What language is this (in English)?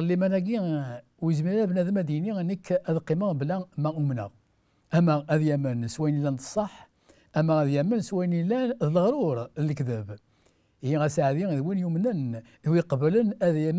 Kabyle